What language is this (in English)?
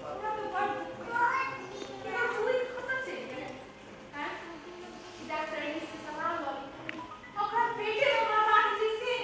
Maithili